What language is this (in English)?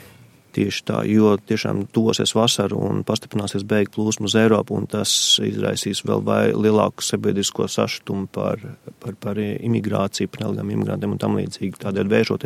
Latvian